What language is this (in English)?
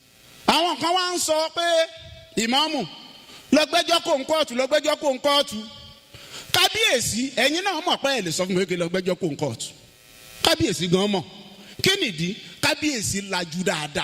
Yoruba